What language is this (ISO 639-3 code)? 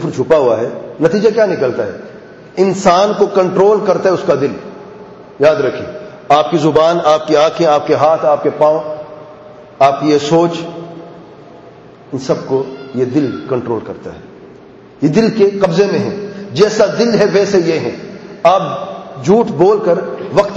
urd